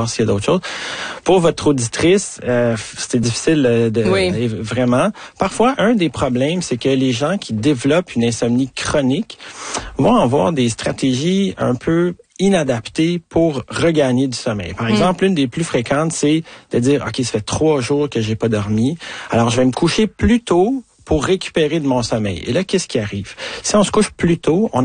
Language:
French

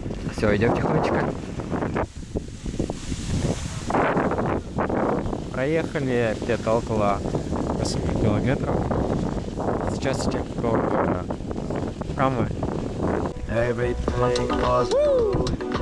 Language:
Russian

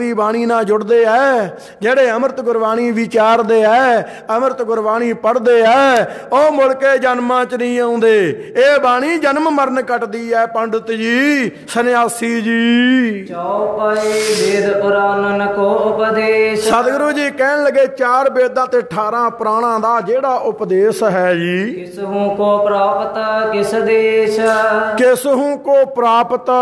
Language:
Punjabi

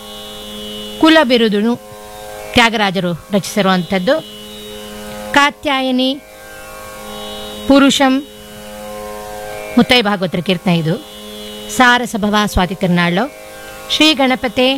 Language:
Kannada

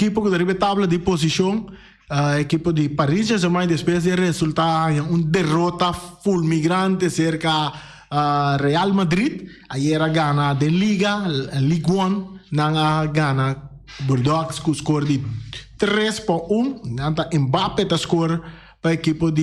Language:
Papiamento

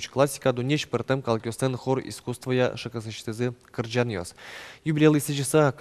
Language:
Udmurt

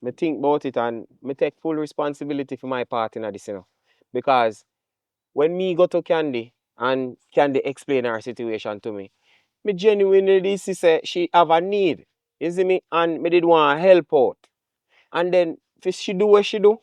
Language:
Jamaican Creole English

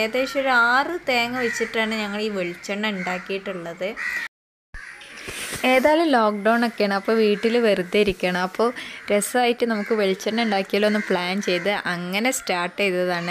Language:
Malayalam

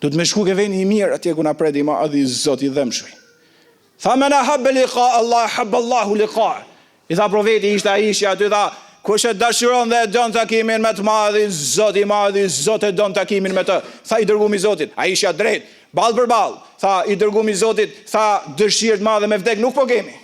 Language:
Albanian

